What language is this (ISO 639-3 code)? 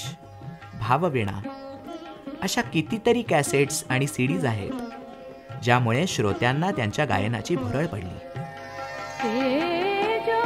mar